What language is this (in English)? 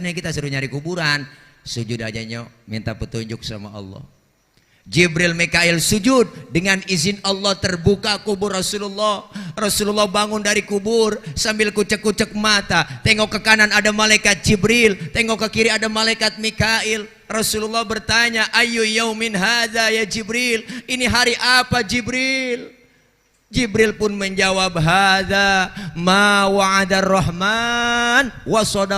Betawi